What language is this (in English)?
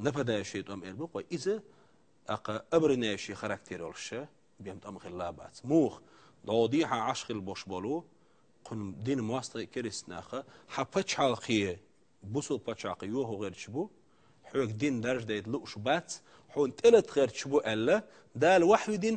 Chechen